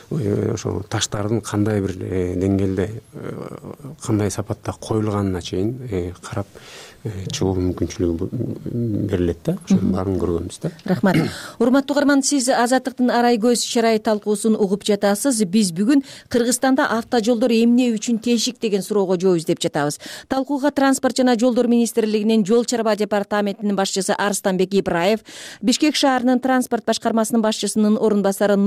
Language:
Kyrgyz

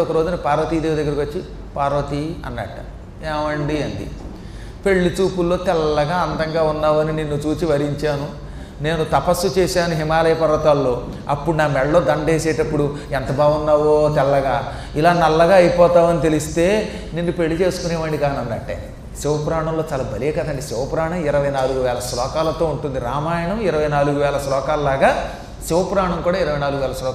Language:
Telugu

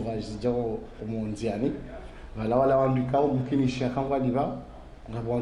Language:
Ngazidja Comorian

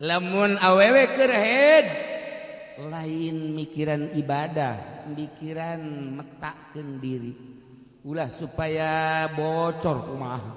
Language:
Sundanese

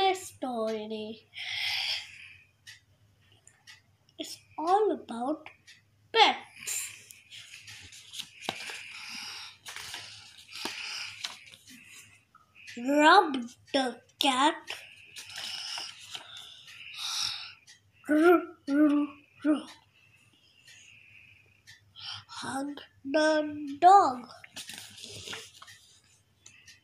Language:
English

